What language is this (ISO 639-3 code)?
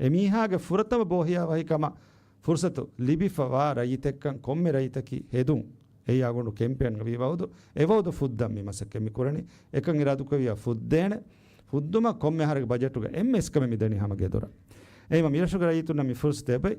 div